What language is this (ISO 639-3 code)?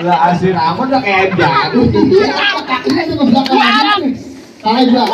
bew